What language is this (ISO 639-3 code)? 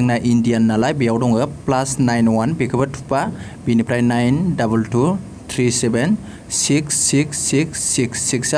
brx